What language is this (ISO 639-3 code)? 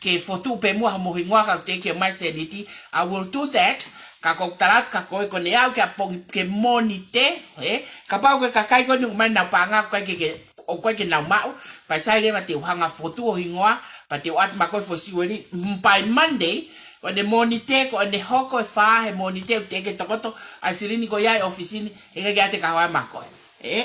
ton